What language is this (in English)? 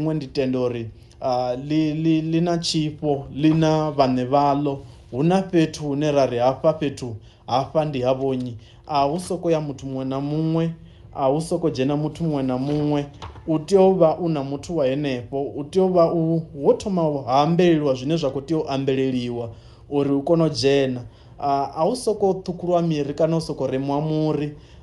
Venda